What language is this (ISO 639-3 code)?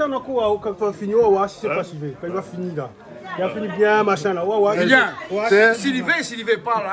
rcf